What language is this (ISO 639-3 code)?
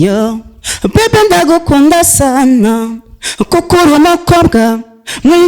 run